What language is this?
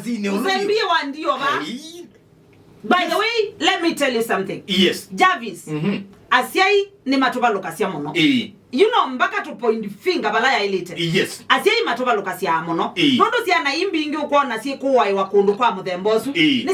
Kamba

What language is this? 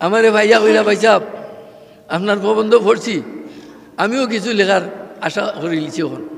Sylheti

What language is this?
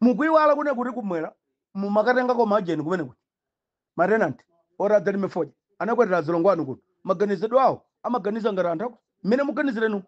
Nyanja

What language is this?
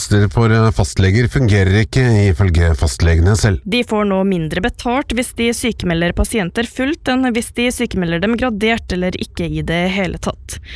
Norwegian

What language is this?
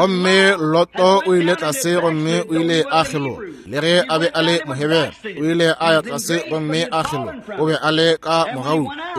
Northern Sotho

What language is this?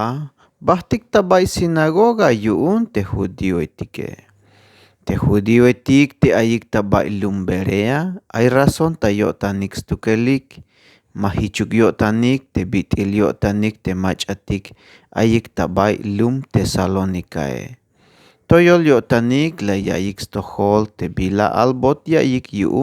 Tzeltal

